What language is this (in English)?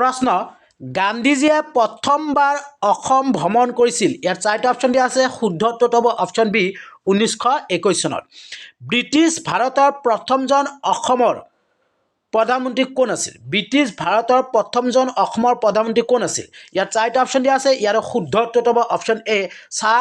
Assamese